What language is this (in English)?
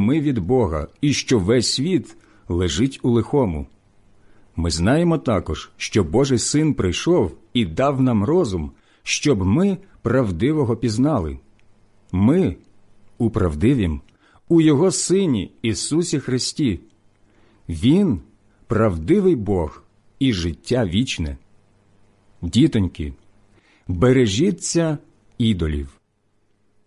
Ukrainian